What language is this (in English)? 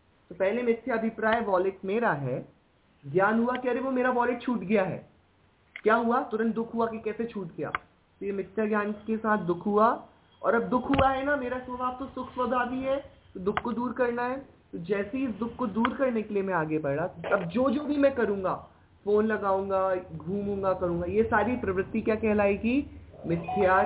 Hindi